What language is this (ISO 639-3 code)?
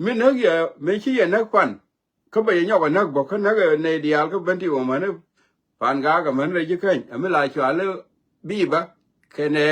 nus